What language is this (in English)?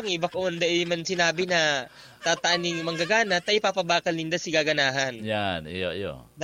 Bikol